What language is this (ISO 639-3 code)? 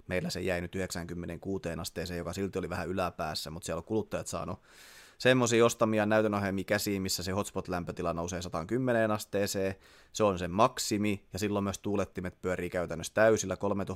fin